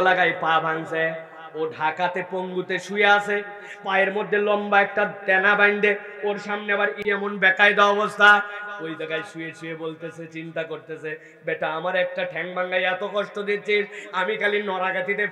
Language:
Bangla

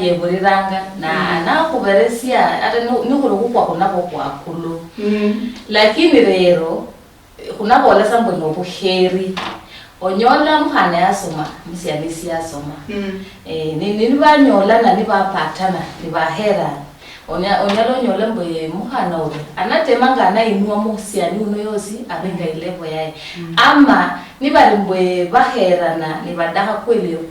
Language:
Luyia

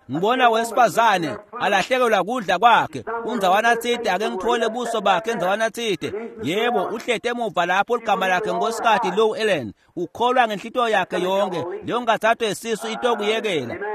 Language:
Swati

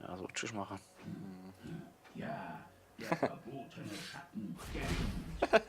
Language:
Swiss German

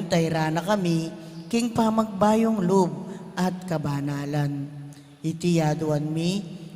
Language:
Pampanga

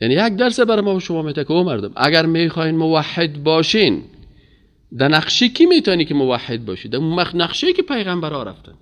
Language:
Persian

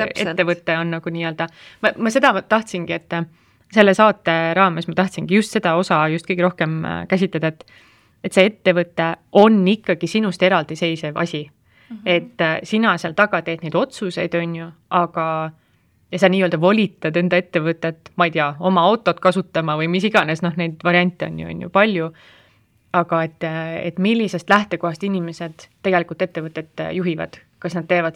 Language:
Estonian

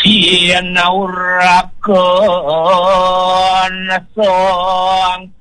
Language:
Balinese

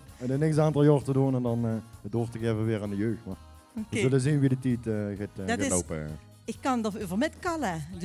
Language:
Limburgish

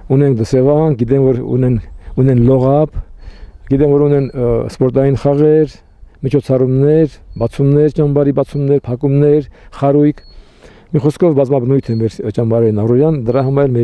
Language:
Armenian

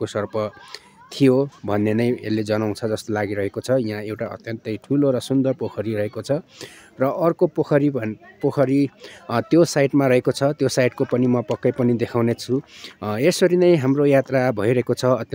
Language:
Nepali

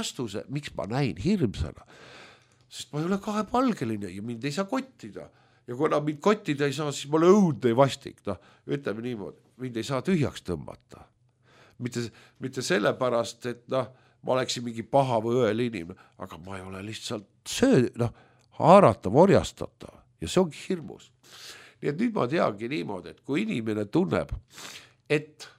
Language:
Estonian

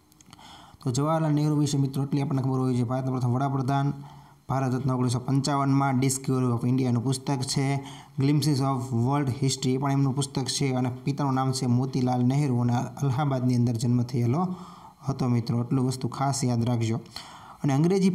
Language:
Gujarati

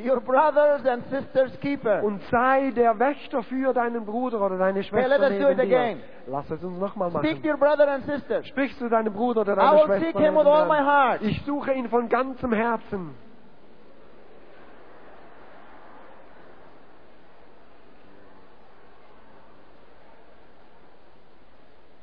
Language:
German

